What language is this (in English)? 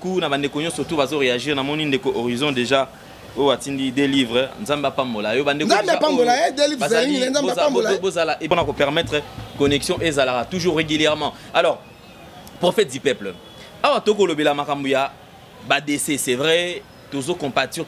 Lingala